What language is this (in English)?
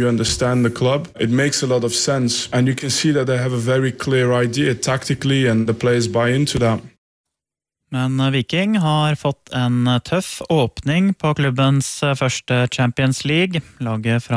Norwegian